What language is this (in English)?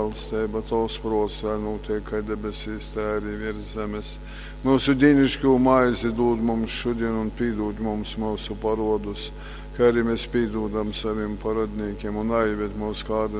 Latgalian